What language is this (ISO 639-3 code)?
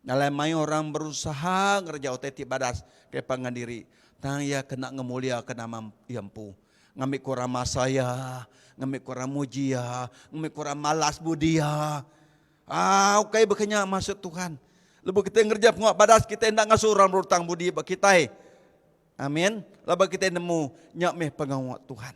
iba